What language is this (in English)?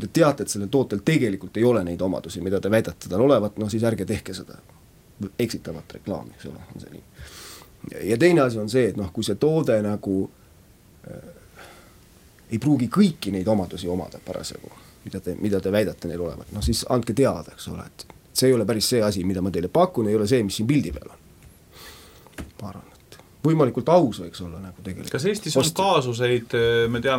Estonian